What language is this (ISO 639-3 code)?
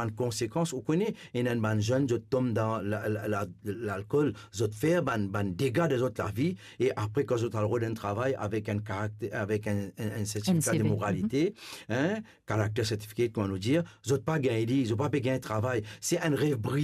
mfe